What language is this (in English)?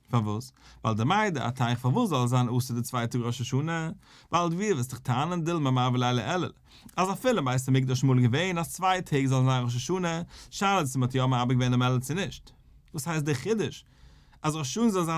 Yiddish